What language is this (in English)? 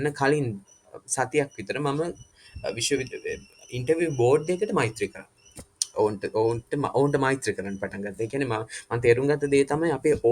Sinhala